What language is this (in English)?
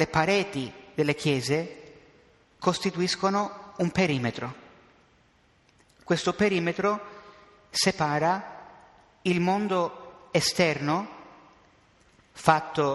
Italian